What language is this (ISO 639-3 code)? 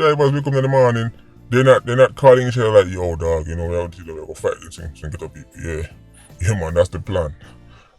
jam